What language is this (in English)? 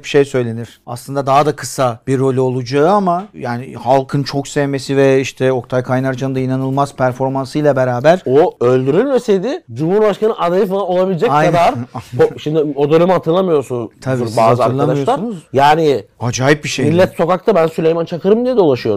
Turkish